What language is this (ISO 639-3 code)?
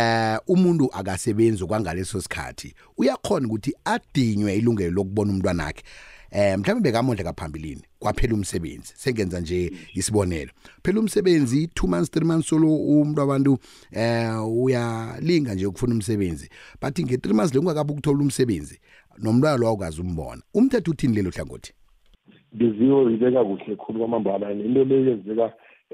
nbl